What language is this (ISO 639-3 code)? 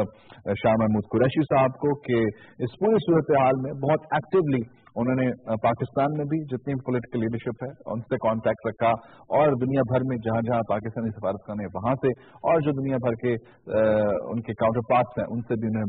urd